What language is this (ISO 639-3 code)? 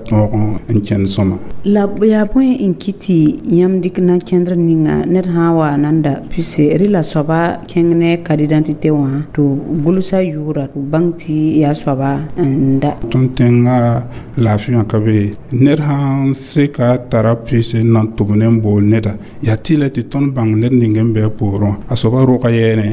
mos